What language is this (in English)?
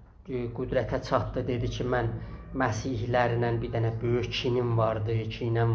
South Azerbaijani